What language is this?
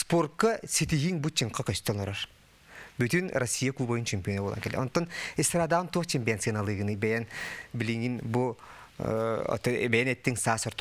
Yakut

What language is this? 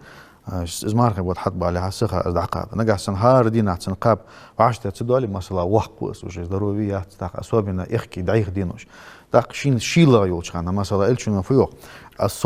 Ingush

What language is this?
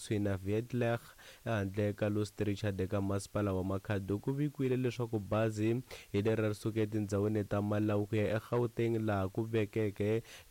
Tsonga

